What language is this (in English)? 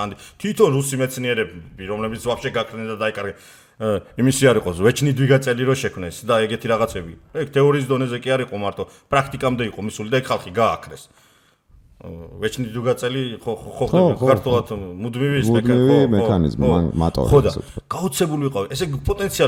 Georgian